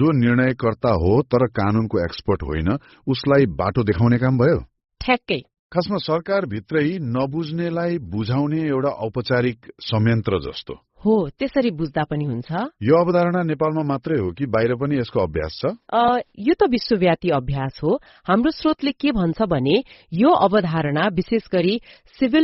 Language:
Nepali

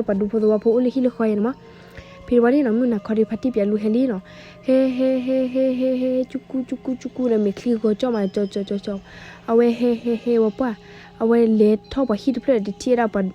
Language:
S'gaw Karen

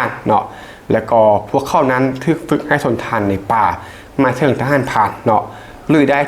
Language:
Lao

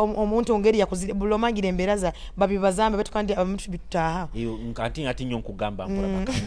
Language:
Nyoro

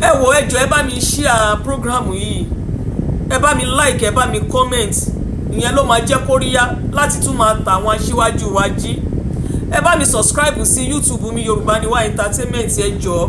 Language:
Yoruba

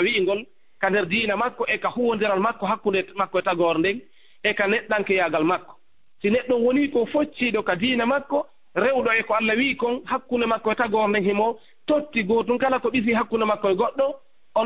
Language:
Fula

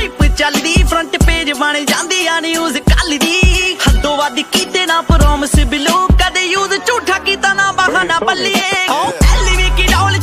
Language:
Punjabi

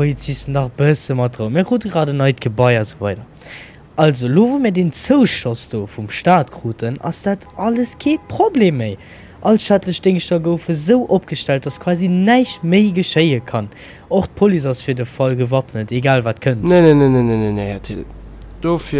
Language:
Luxembourgish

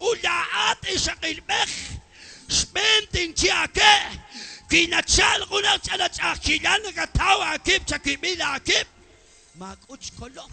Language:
Kekchí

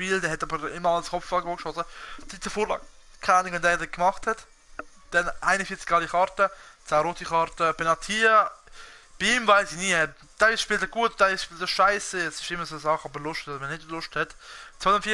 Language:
Swiss German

